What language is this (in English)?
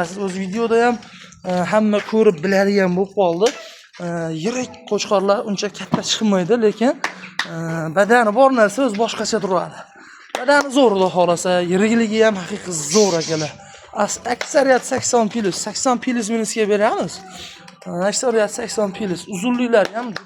Uzbek